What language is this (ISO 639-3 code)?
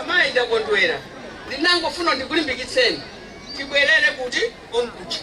nya